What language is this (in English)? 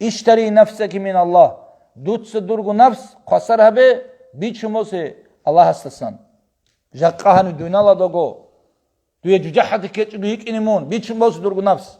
Avaric